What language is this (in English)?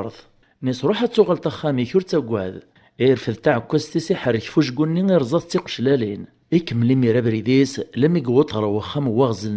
Kabyle